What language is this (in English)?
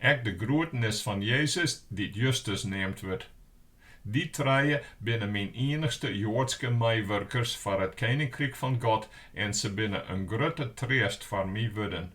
Western Frisian